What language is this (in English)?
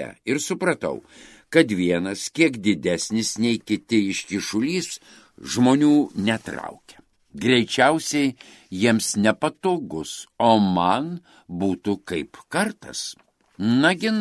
Lithuanian